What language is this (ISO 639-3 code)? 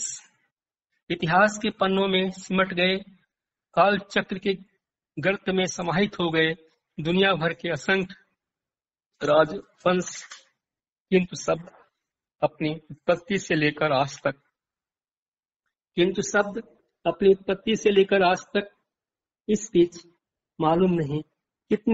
hin